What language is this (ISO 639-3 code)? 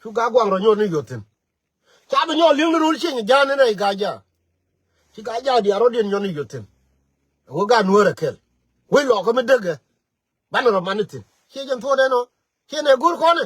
nus